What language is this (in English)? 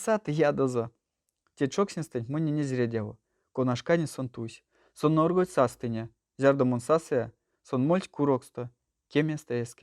Erzya